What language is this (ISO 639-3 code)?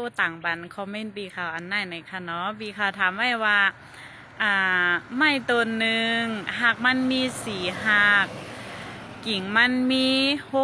shn